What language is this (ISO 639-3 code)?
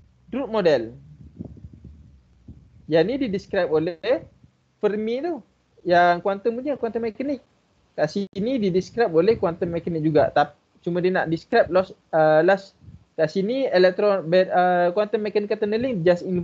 msa